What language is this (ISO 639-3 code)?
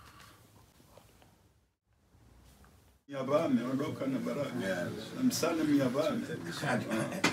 swa